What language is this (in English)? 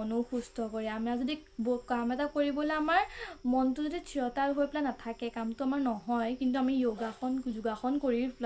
Assamese